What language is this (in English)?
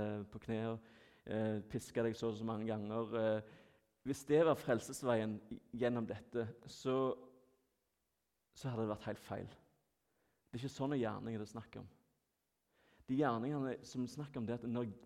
Norwegian